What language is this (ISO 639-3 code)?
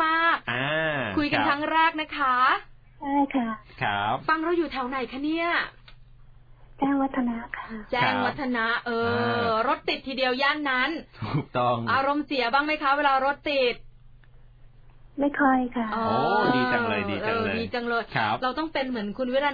tha